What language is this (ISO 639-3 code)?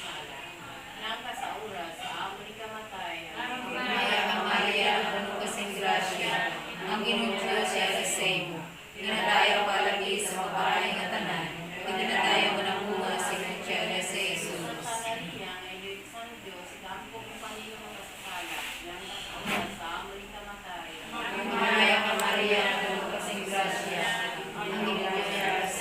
hil